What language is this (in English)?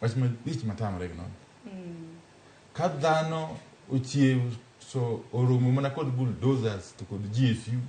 Luo (Kenya and Tanzania)